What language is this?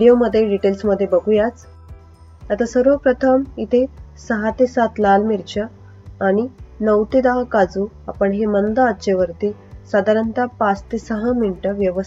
Marathi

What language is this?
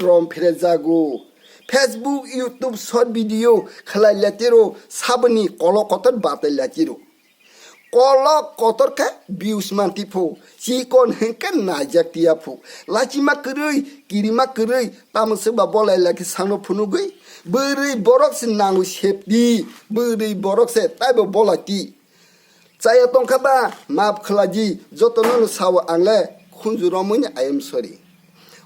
Kok Borok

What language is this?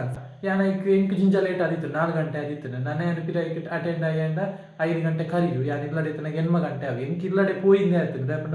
Tulu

